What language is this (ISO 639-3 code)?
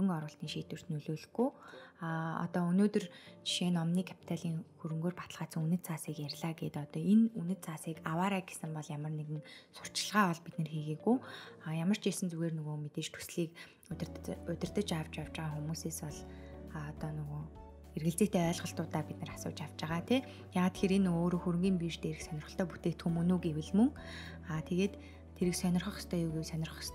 mon